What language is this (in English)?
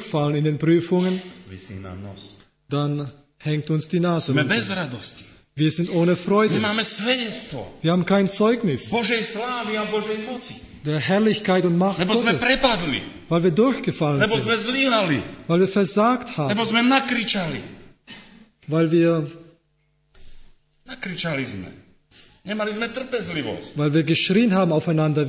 Slovak